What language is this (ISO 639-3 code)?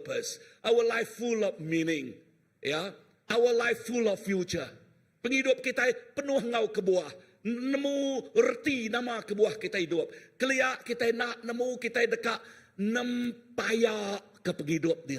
iba